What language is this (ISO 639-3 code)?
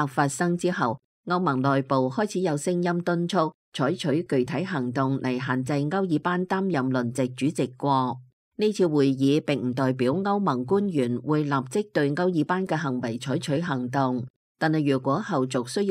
yue